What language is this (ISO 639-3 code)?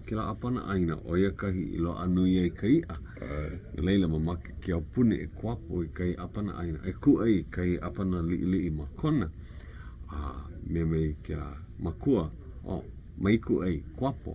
haw